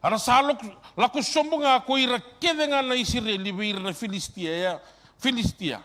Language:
Fijian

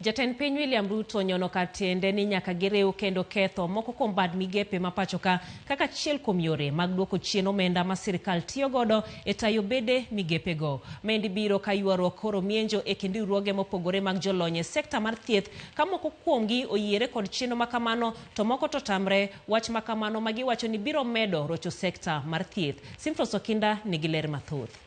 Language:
Luo (Kenya and Tanzania)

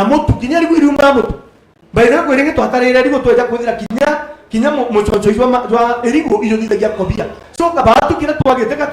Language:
Meru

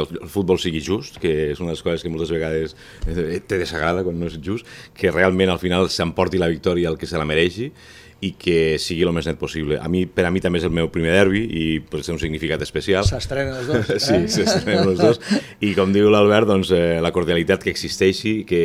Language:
Catalan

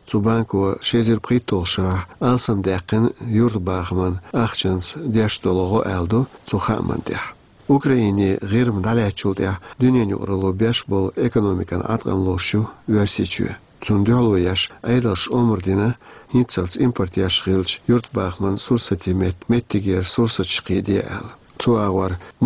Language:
Chechen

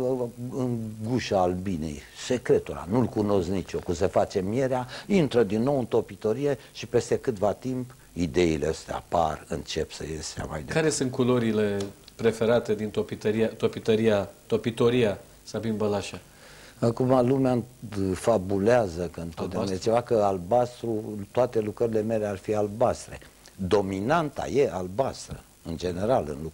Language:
Romanian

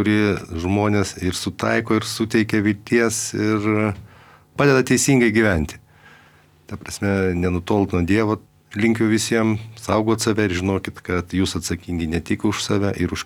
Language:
Lithuanian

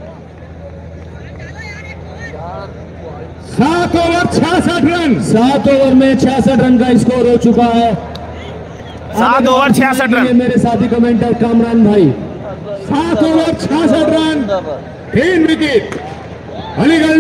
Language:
Hindi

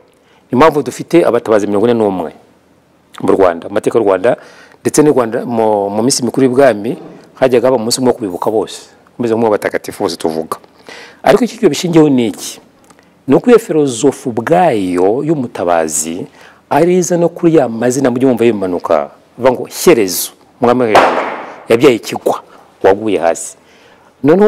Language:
Kinyarwanda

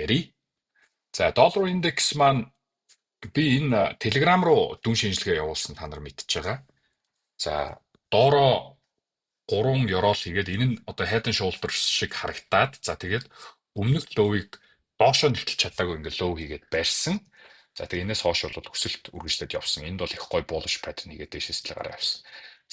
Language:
Mongolian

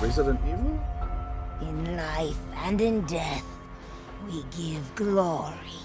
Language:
Māori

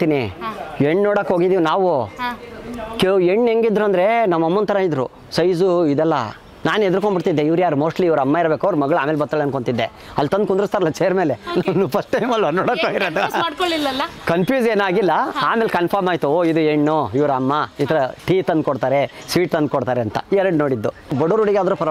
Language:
Kannada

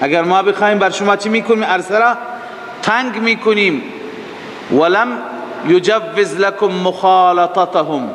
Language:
Persian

